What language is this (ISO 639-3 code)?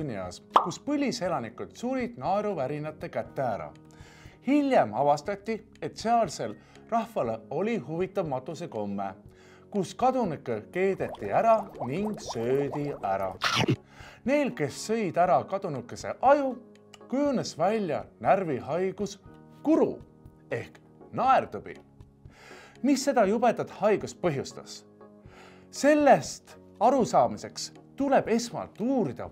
est